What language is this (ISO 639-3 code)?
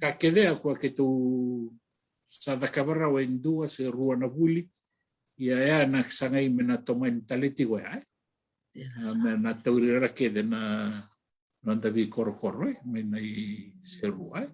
fij